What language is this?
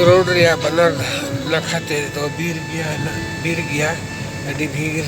Santali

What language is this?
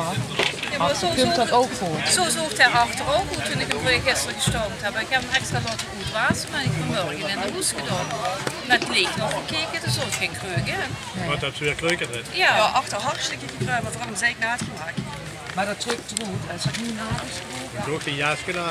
Limburgish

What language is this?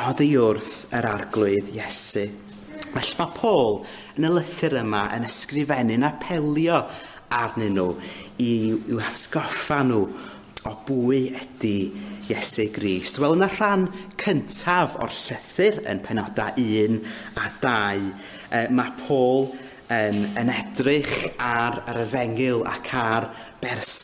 Welsh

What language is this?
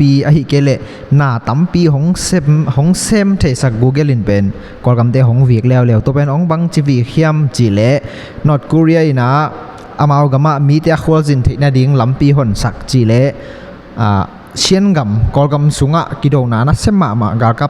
Tedim Chin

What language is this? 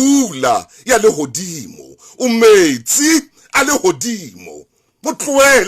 Southern Sotho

